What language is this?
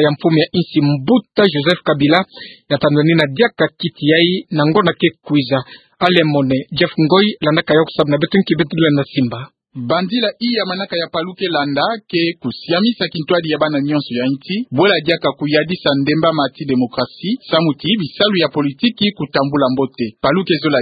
Kituba (Democratic Republic of Congo)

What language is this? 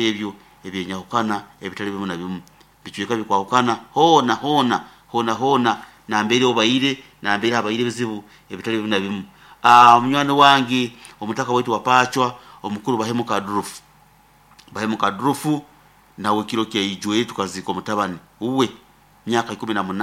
Nyoro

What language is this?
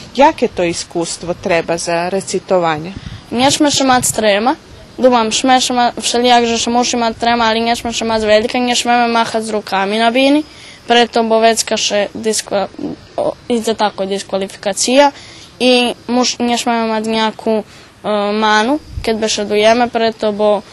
Rusyn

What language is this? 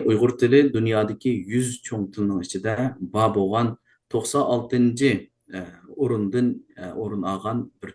Uyghur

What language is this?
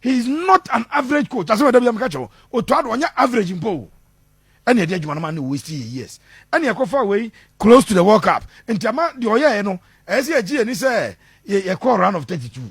Akan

